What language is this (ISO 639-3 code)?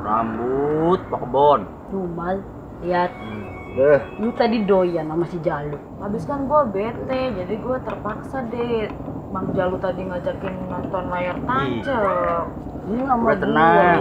bew